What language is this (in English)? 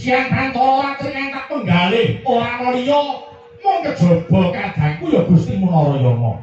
Javanese